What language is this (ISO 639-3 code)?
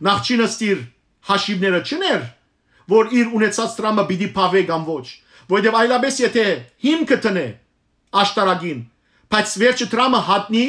hyw